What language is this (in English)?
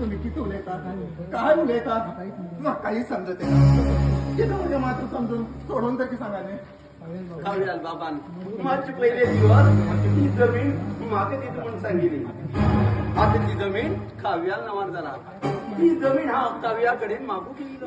Konkani